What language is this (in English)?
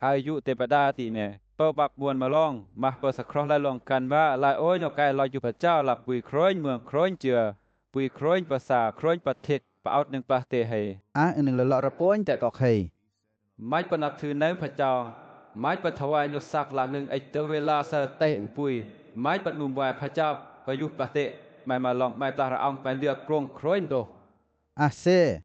Western Lawa